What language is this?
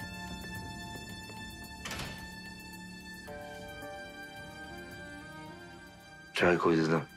Turkish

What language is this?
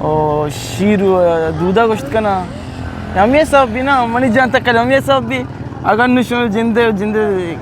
Eastern Balochi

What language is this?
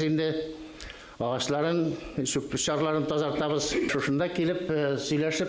Bashkir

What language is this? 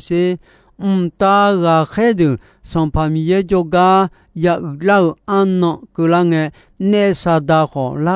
Akha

